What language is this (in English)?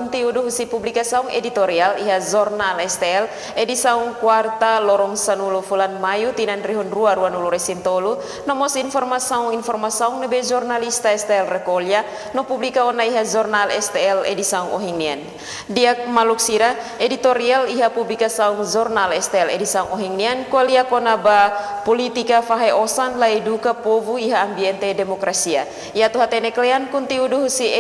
Tetum